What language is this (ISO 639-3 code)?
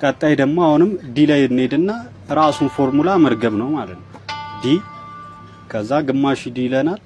amh